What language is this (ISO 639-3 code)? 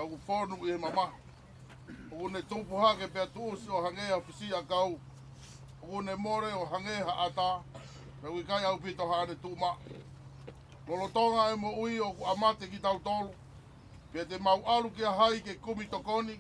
ton